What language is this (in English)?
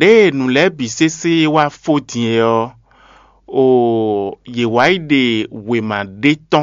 Fon